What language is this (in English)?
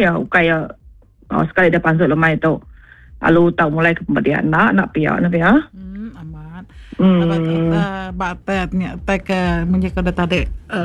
Iban